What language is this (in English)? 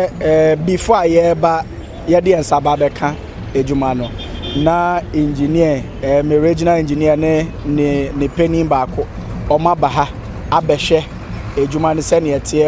Akan